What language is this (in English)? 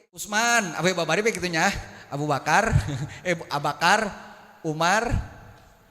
Sundanese